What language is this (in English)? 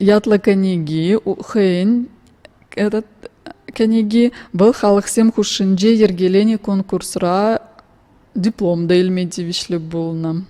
Chuvash